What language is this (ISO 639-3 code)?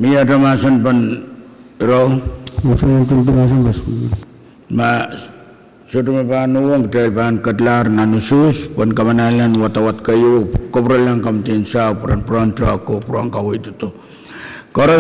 pon